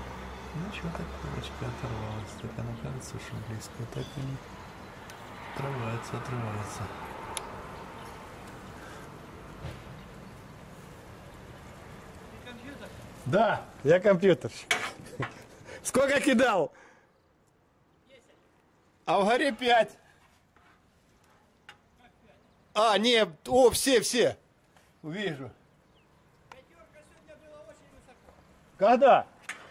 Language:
Russian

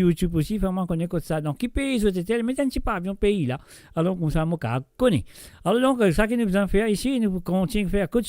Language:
Morisyen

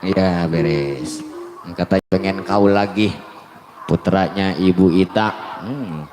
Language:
Betawi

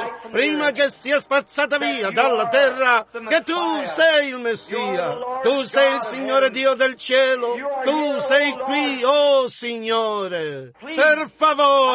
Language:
Italian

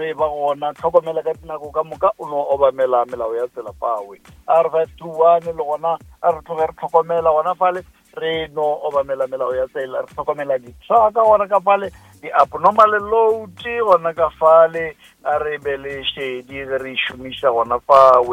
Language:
Northern Sotho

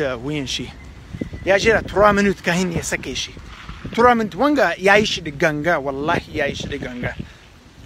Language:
Hausa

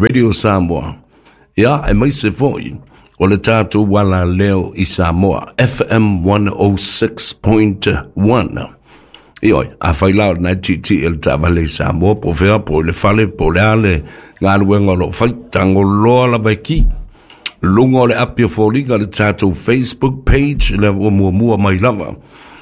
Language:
Samoan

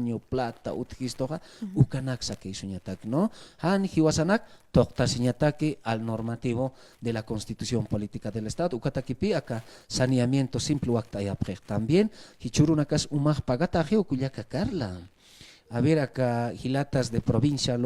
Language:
Aymara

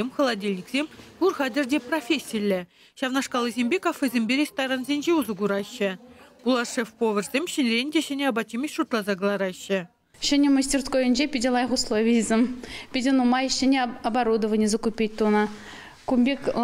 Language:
Chuvash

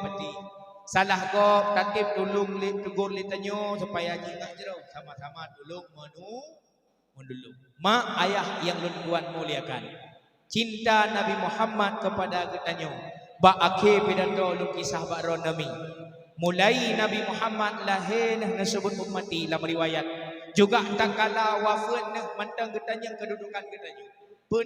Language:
Achinese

